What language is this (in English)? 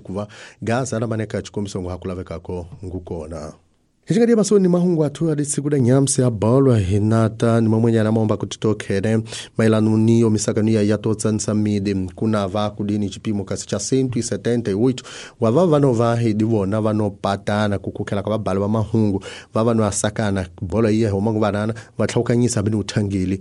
Tsonga